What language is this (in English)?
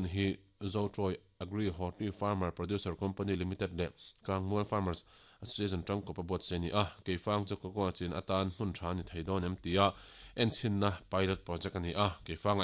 Mizo